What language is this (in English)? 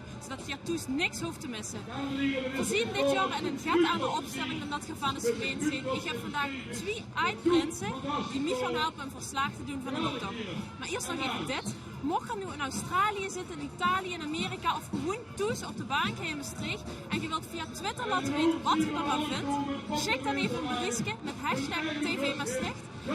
Limburgish